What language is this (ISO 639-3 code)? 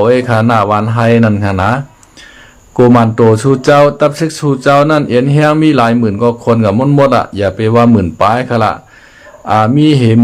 shn